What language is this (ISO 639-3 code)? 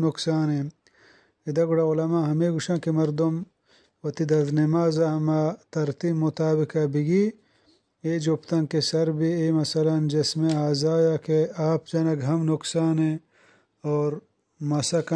bgp